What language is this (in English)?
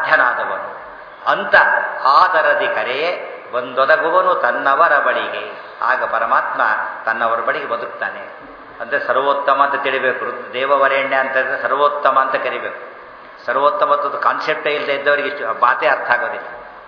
Kannada